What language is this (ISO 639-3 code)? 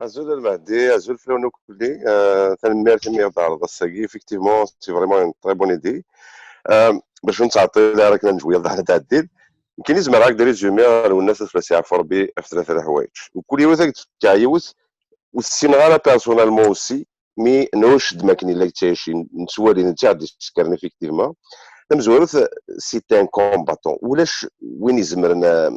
kab